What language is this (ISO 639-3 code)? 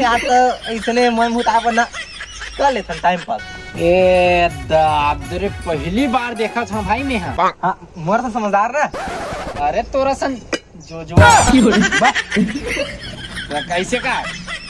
hne